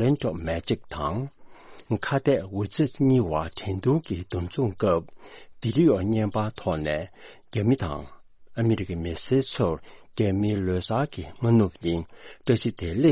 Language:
Tibetan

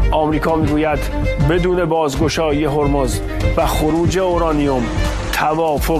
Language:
Persian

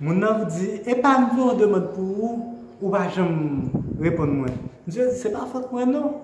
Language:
Haitian Creole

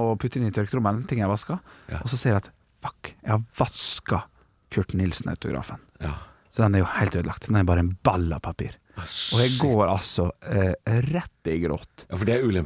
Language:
Norwegian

